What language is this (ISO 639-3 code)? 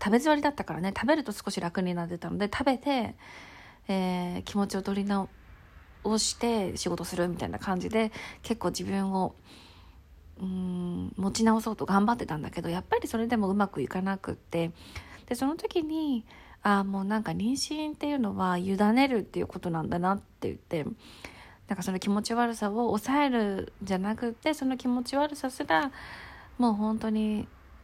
jpn